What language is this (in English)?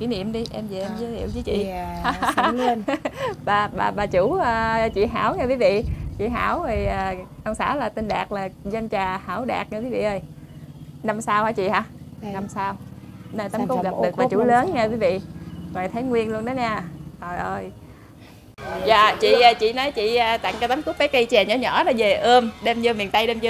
Vietnamese